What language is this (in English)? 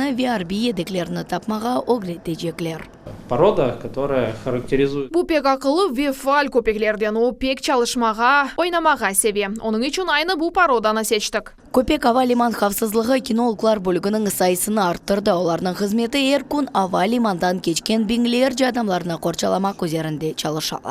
Crimean Tatar